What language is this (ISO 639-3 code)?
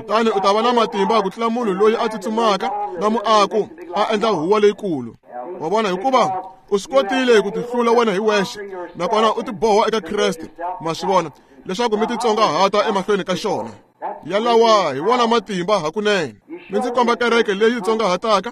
tso